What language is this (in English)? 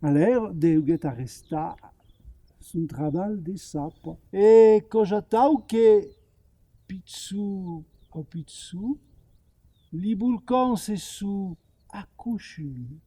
Occitan